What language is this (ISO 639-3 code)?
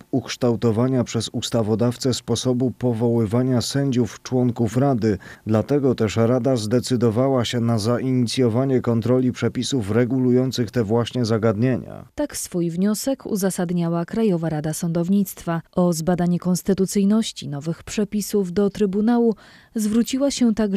pol